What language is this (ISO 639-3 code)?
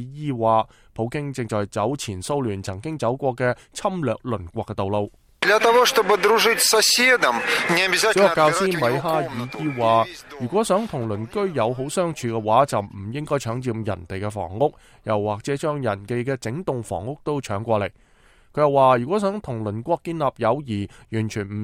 yue